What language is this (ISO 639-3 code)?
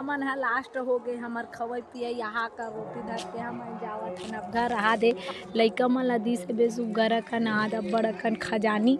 hne